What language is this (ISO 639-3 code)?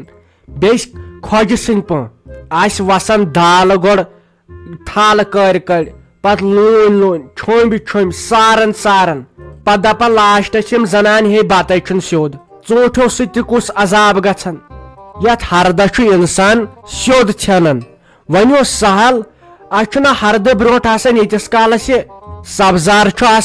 kas